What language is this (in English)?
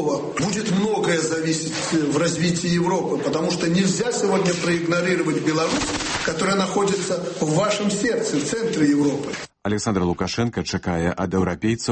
Belarusian